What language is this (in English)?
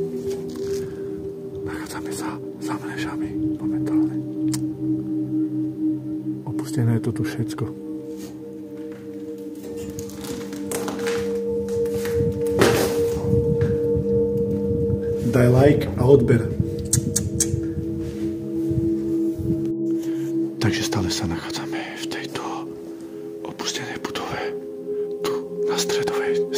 Slovak